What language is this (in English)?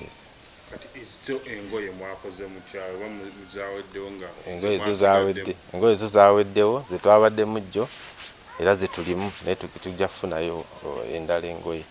Ganda